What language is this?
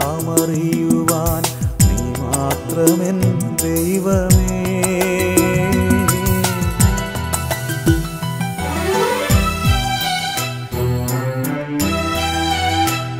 Malayalam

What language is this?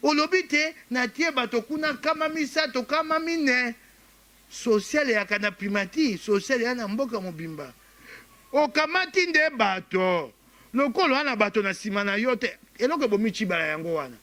Lingala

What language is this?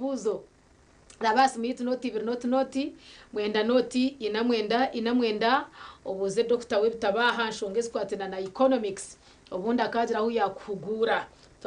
Nyankole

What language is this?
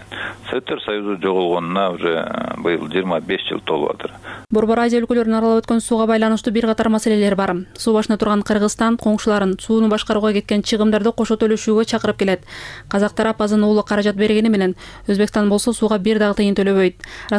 Kyrgyz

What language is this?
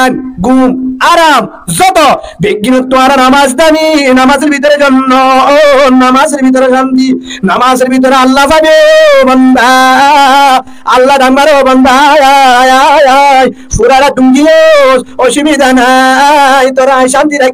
Rohingya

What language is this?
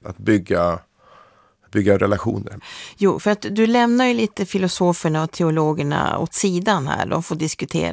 Swedish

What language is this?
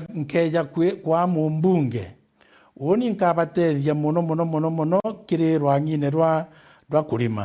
Meru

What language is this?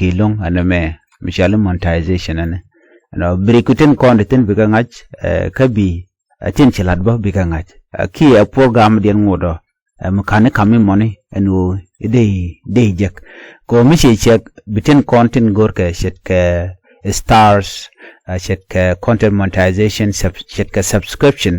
Nuer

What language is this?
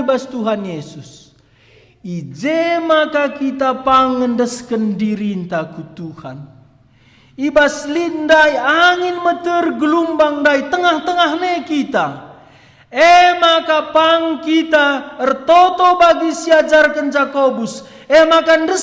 Batak Karo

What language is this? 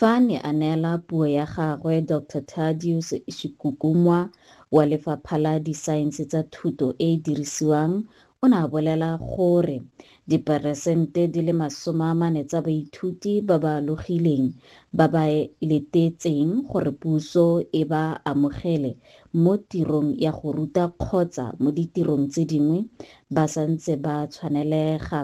Tswana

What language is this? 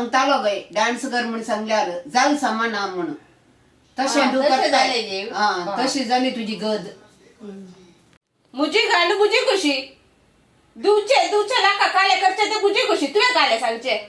Konkani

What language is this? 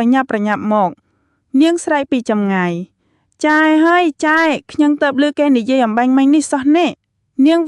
Khmer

